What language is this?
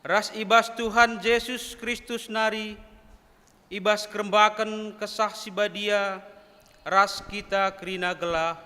Batak Karo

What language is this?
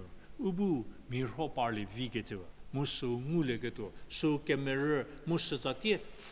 Angami Naga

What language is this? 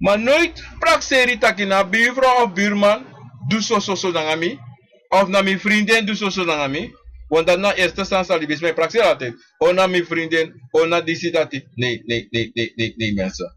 Sranan Tongo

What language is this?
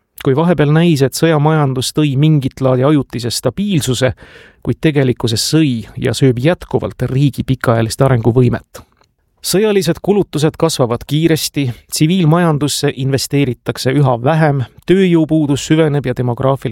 Estonian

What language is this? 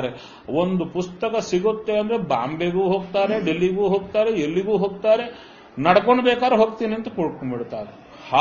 Kannada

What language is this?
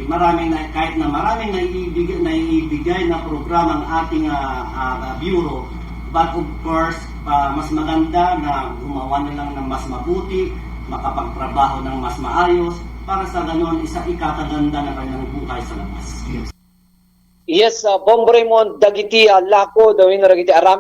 Iloko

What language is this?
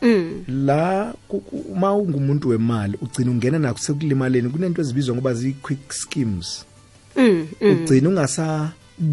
South Ndebele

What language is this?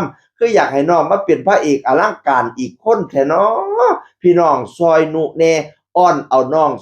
Northeastern Thai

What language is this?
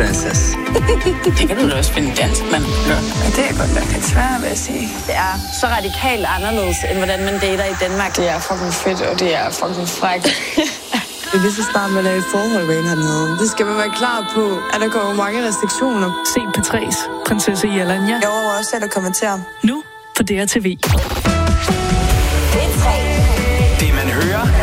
Danish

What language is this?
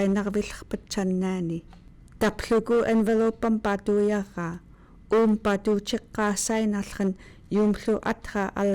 Central Yupik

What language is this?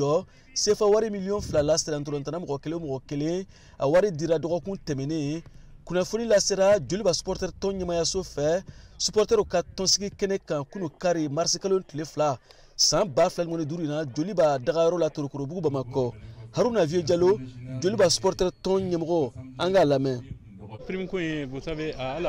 Bambara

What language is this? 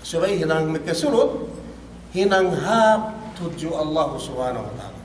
Yakan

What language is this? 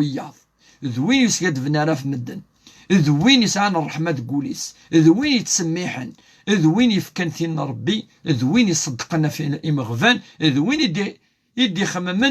Kabyle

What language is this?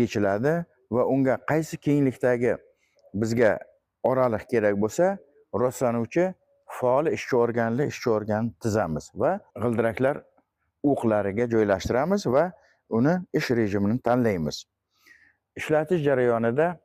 Uzbek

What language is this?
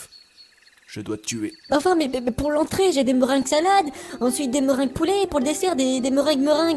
French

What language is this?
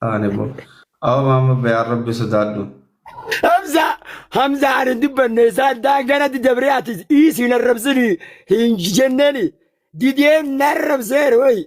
Oromo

